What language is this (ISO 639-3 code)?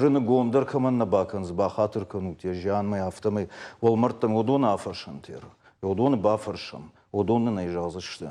oss